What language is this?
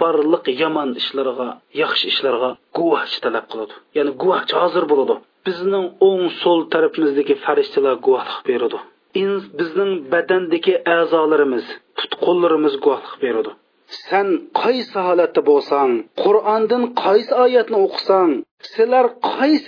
Uyghur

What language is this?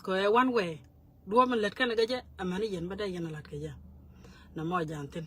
Nuer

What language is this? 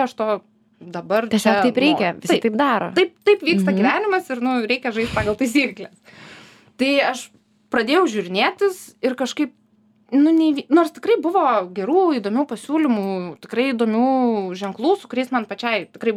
Lithuanian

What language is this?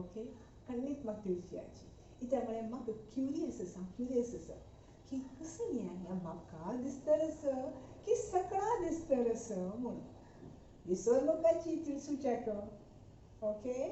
Konkani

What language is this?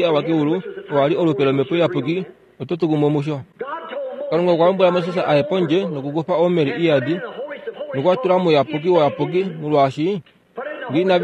Kuanyama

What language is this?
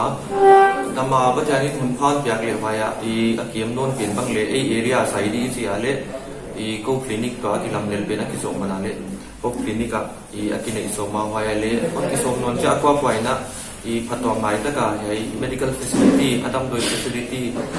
Paite Chin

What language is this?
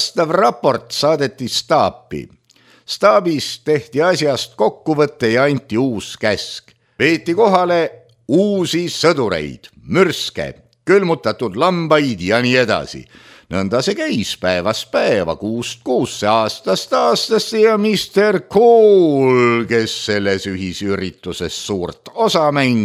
Estonian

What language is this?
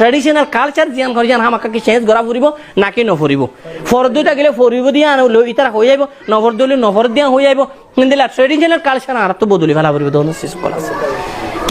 Rohingya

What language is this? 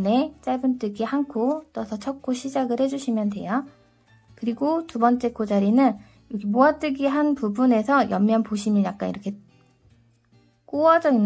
Korean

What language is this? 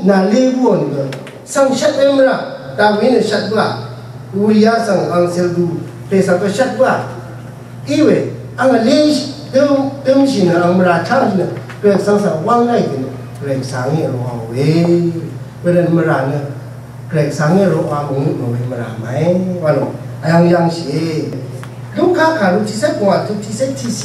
Rawang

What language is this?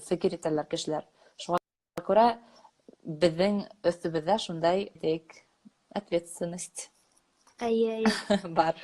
Bashkir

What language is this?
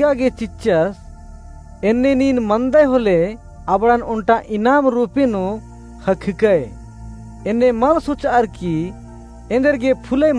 Kurukh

